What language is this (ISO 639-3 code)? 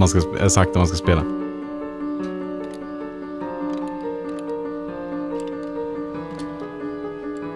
swe